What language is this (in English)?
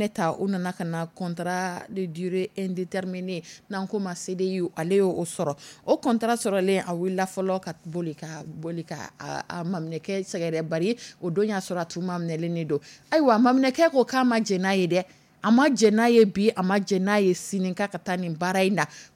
Dyula